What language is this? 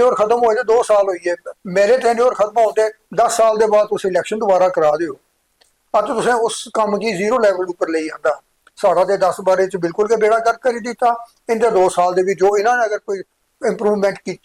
Dogri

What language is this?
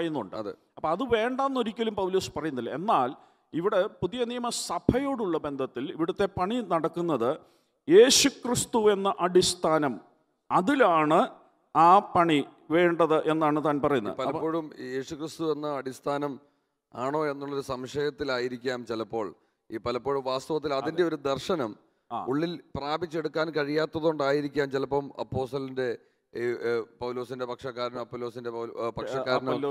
Malayalam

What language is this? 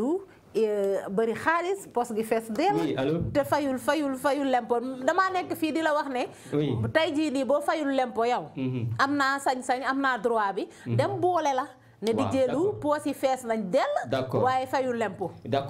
Wolof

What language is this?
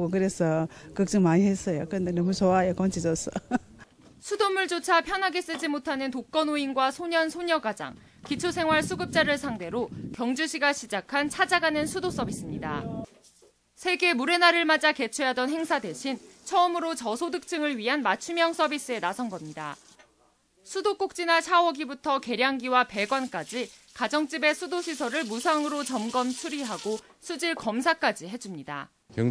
Korean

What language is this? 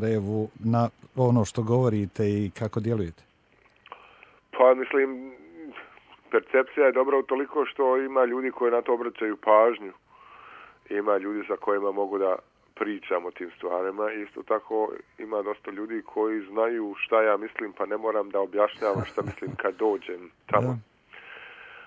Bosnian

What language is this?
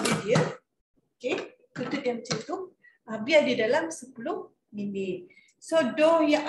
Malay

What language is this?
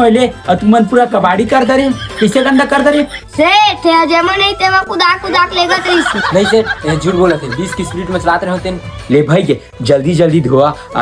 Chhattisgarhi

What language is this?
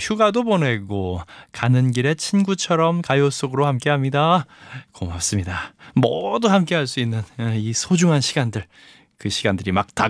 Korean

